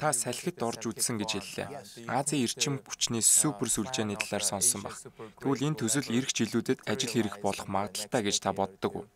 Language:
Mongolian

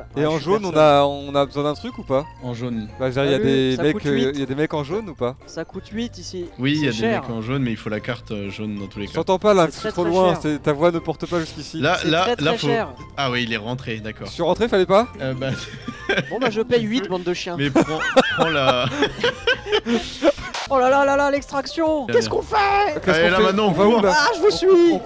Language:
French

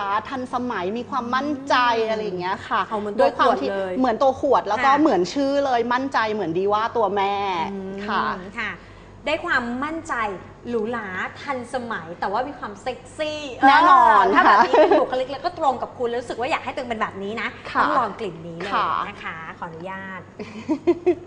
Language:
Thai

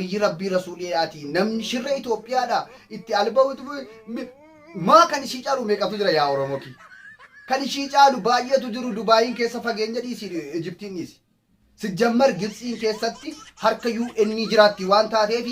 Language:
Oromo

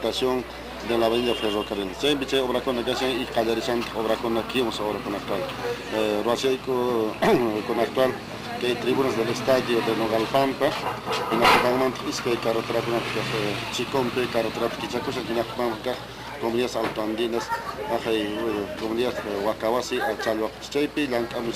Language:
Quechua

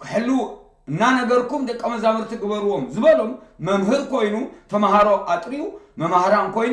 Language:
Tigrinya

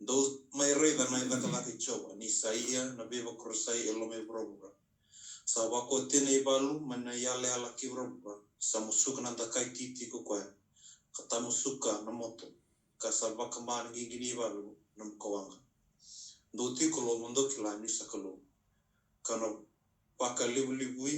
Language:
Fijian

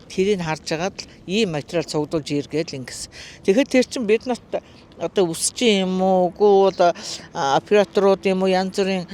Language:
Mongolian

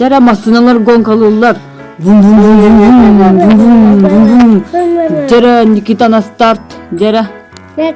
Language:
Yakut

